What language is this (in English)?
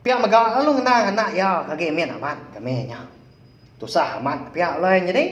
Iban